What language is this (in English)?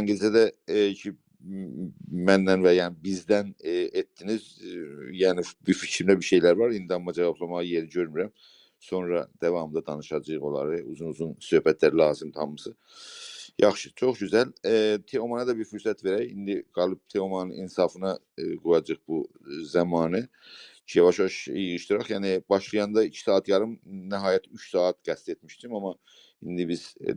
South Azerbaijani